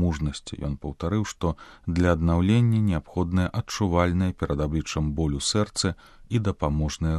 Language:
Belarusian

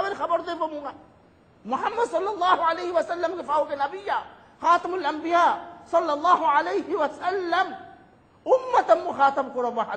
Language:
Divehi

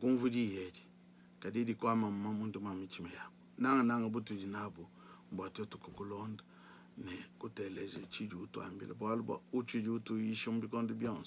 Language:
Luba-Lulua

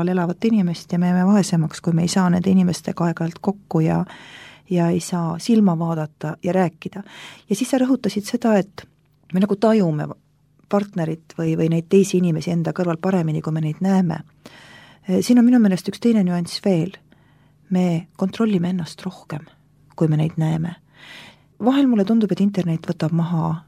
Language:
Estonian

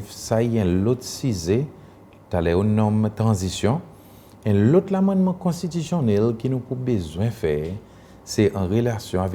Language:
Seselwa Creole French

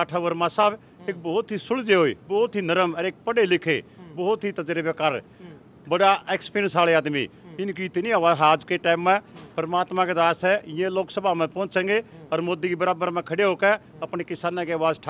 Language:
Hindi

